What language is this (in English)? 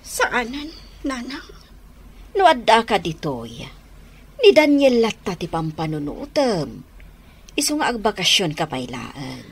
Iloko